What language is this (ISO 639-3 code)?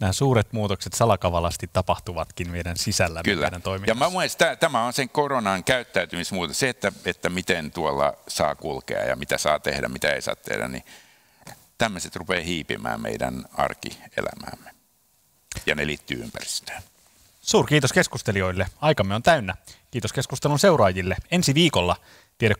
fin